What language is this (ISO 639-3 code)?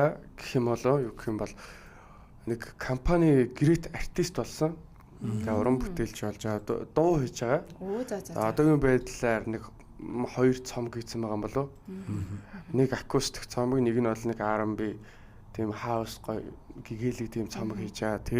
mon